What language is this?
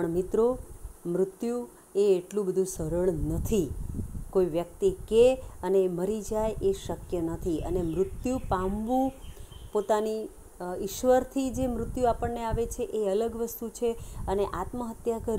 Gujarati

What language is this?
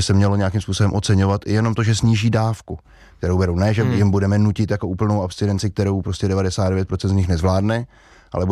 Czech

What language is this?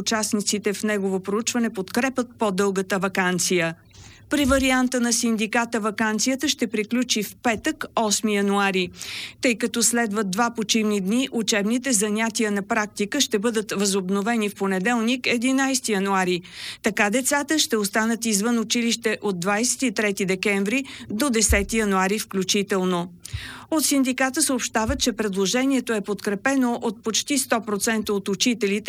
Bulgarian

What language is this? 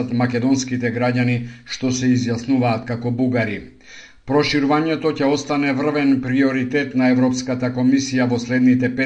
Macedonian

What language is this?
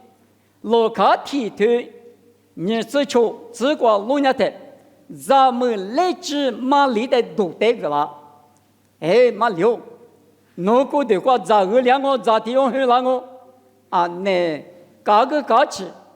Lisu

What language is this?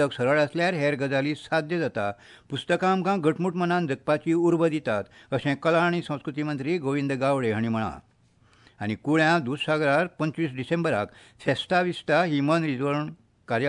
Konkani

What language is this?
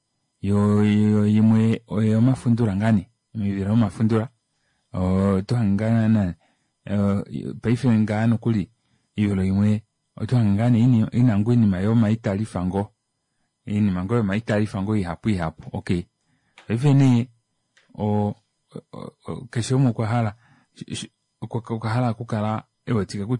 Kuanyama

